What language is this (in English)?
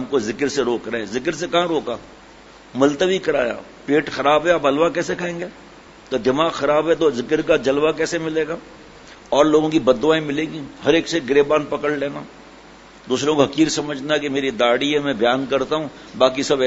Urdu